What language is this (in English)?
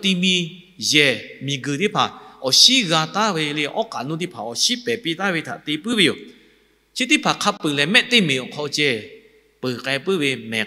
Lahu